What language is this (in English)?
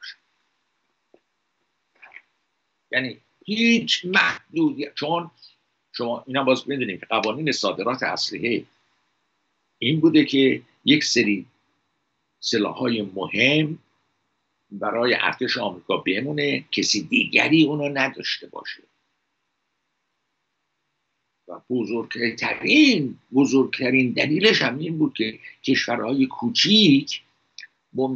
Persian